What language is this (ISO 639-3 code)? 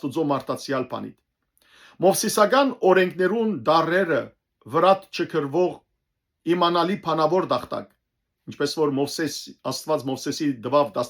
hyw